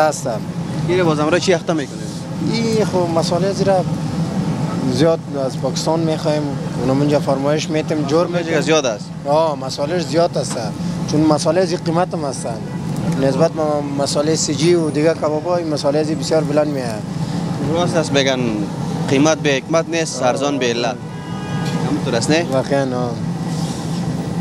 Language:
Persian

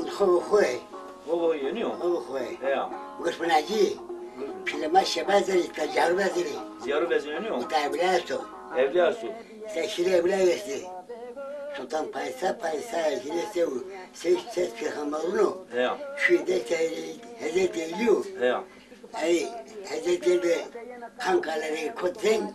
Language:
Zaza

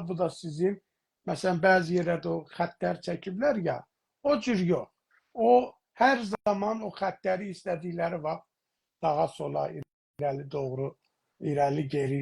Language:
South Azerbaijani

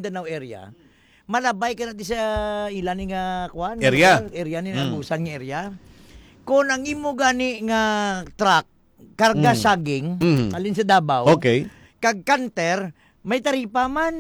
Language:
Hiligaynon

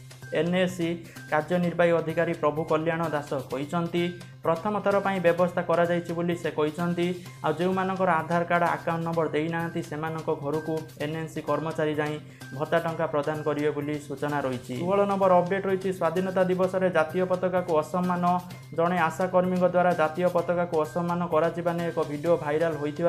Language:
Odia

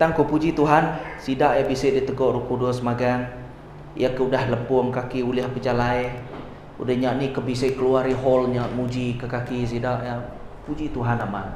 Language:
Iban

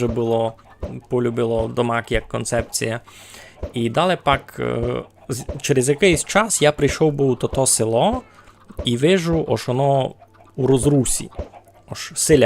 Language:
Rusyn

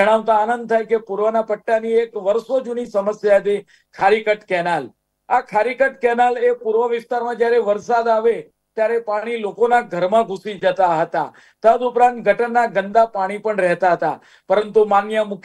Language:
Gujarati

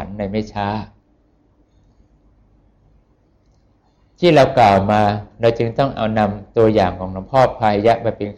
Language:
Thai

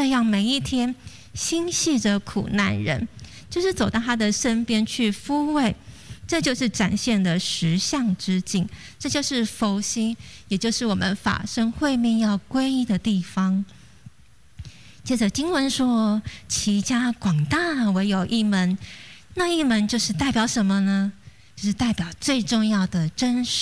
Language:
Chinese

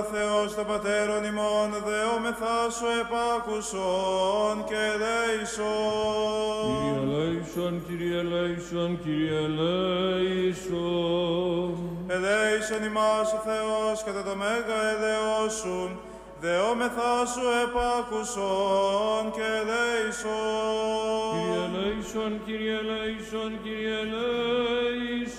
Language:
Greek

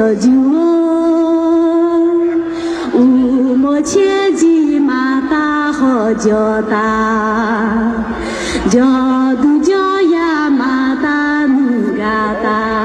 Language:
Akha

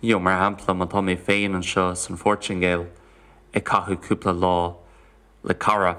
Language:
Irish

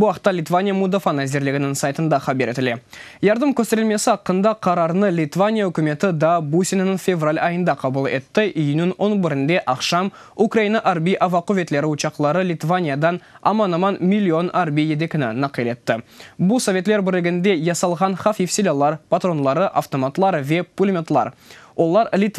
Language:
Crimean Tatar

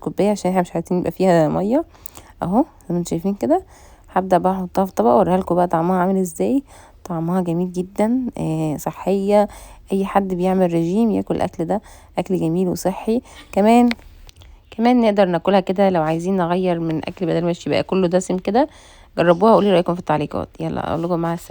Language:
Egyptian Arabic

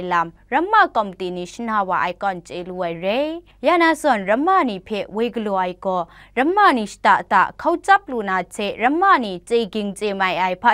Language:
Kachin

